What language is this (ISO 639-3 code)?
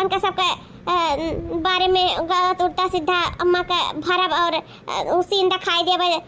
awa